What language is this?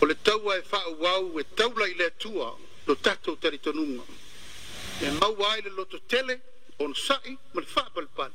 Samoan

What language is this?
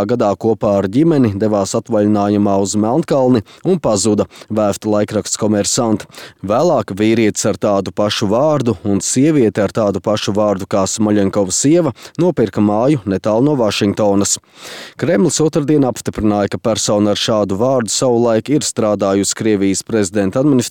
Latvian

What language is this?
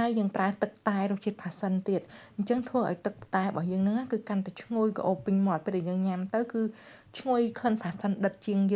Khmer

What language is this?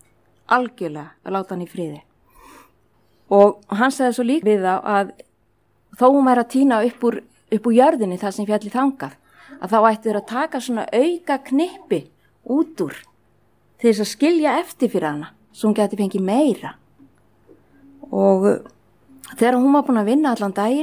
Icelandic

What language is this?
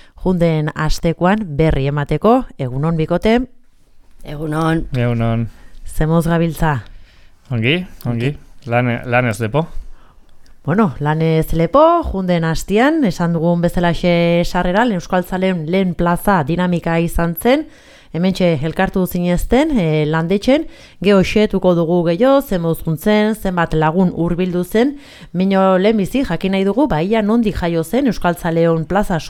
Basque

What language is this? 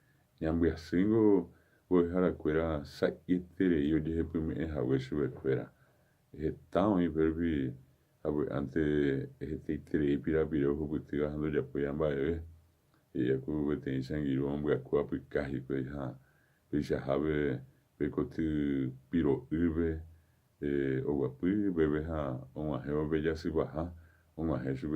Guarani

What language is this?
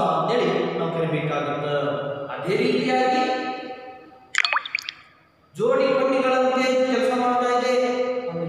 Kannada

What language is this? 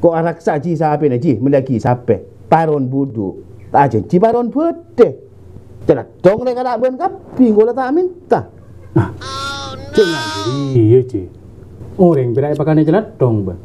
Madurese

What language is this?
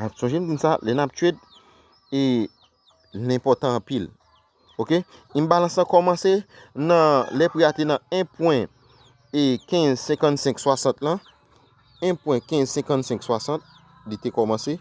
Haitian Creole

